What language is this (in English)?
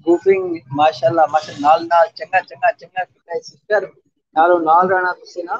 Saraiki